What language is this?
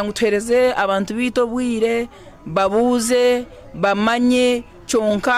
Nyankole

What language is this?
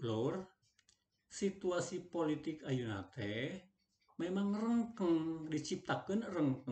Sundanese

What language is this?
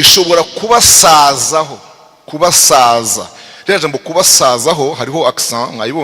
Kinyarwanda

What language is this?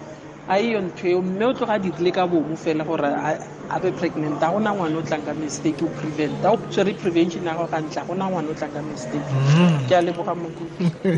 Tswana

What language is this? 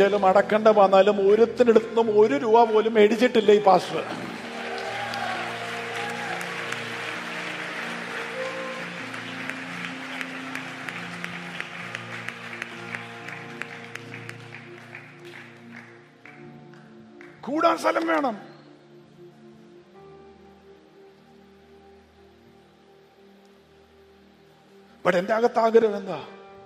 Malayalam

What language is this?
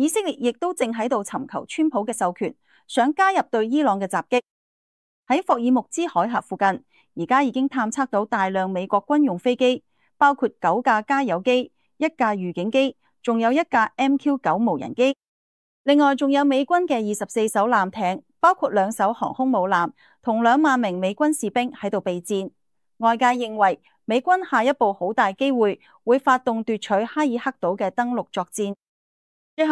Cantonese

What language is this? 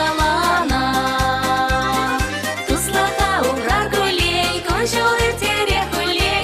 Chuvash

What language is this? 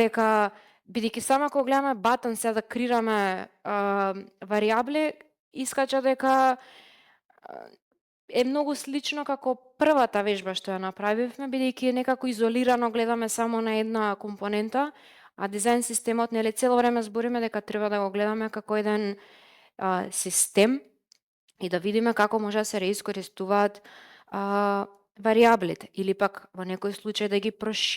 Macedonian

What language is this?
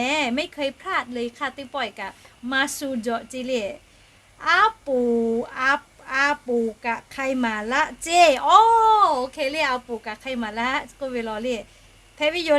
Lahu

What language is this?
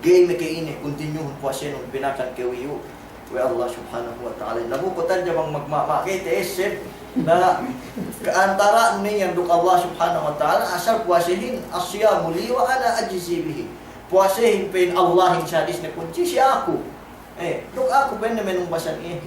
Yakan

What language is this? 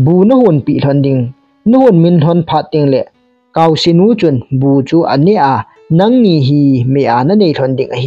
Thado Chin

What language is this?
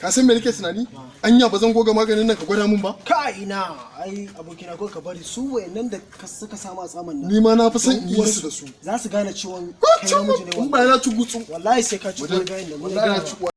Hausa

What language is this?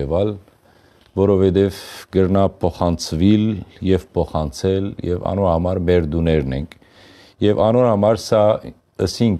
Western Armenian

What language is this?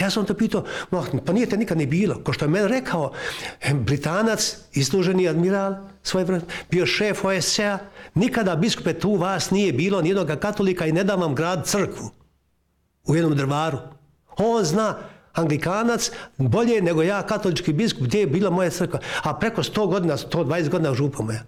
Bosnian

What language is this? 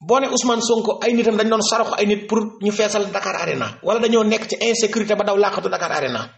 Wolof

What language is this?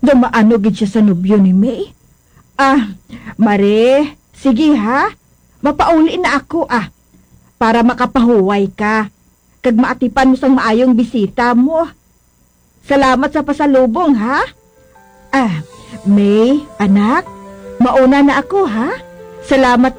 Hiligaynon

